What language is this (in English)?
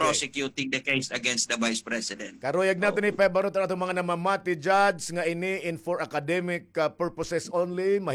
Waray